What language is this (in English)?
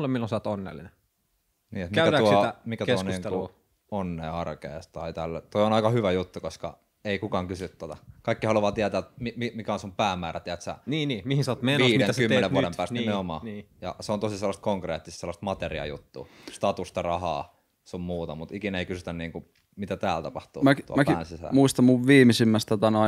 Finnish